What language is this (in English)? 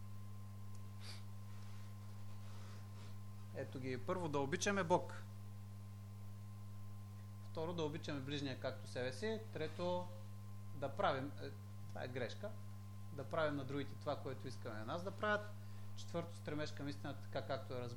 Bulgarian